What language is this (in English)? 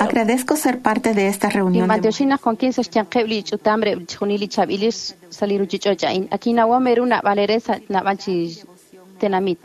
Kekchí